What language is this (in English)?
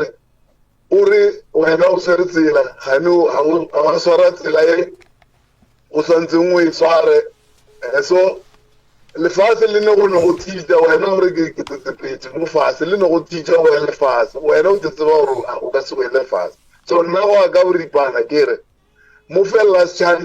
Northern Sotho